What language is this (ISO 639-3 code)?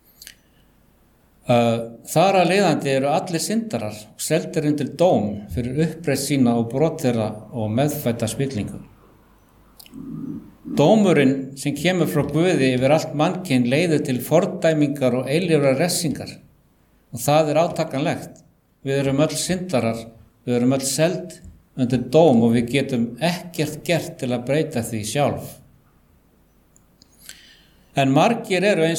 isl